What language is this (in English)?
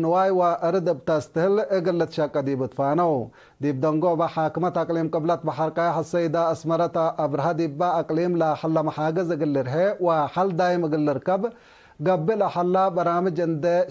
Tigre